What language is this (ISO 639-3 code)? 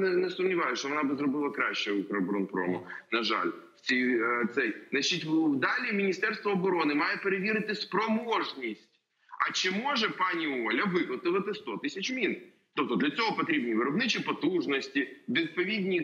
ukr